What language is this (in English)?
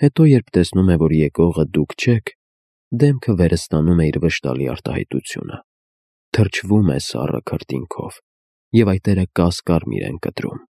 Armenian